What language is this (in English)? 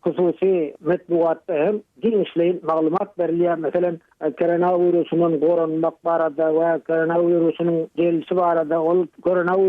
Turkmen